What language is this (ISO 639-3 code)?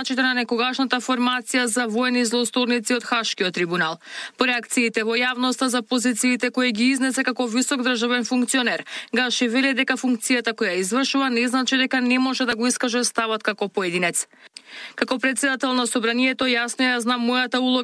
mkd